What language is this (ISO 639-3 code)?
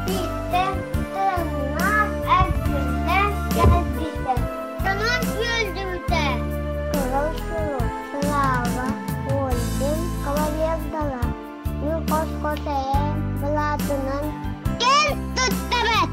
sah